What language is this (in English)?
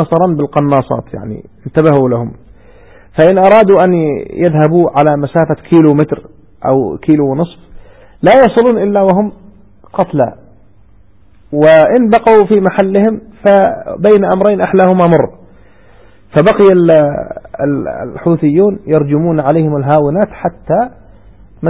Arabic